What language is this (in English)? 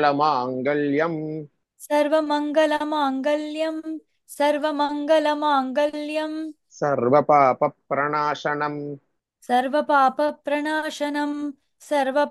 Sanskrit